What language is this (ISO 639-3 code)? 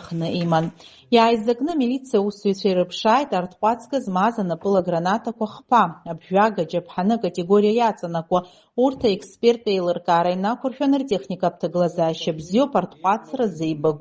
abk